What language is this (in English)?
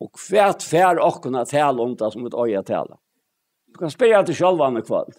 Faroese